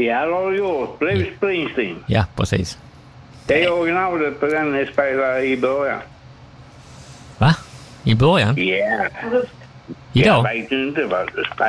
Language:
Swedish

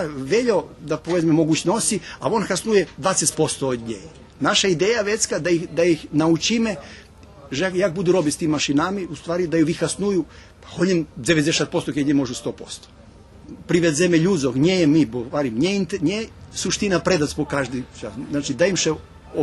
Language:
Rusyn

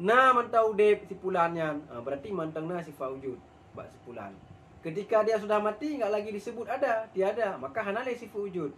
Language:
Achinese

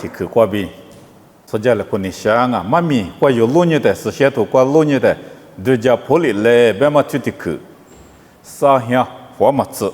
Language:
Lisu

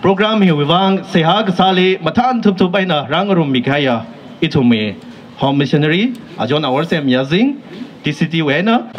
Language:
Tangkhul Naga (India)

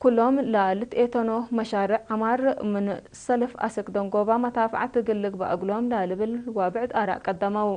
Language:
Tigre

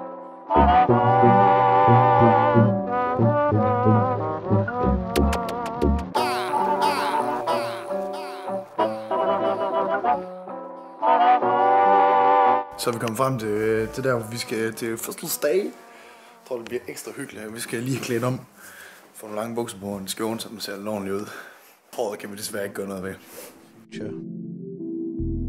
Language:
Danish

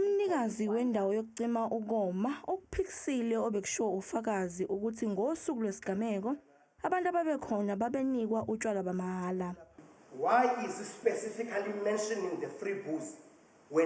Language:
Zulu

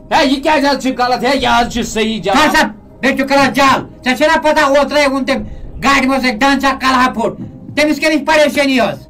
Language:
Kashmiri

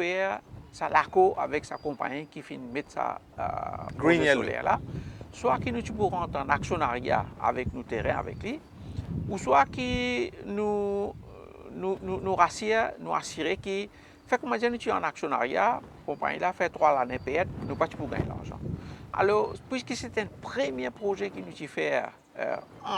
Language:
Morisyen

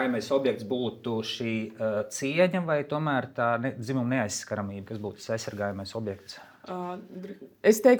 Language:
Latvian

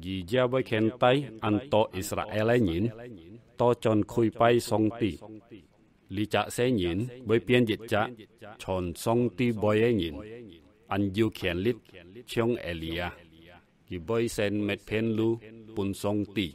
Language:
Hakka Chinese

